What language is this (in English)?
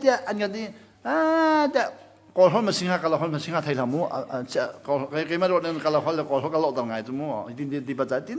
Hakha Chin